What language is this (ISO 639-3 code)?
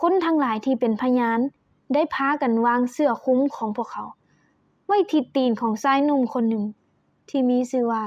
lao